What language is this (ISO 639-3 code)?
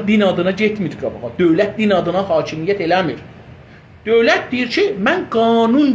azb